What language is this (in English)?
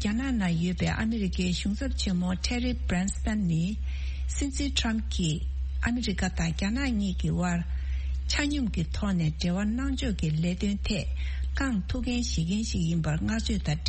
Tibetan